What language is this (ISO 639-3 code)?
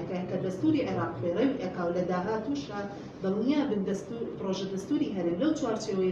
ckb